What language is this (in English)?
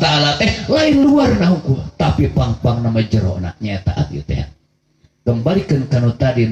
Sundanese